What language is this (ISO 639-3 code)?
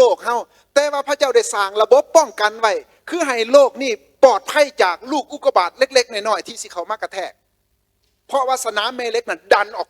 lao